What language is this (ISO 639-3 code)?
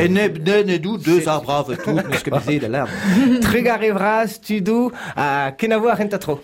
bre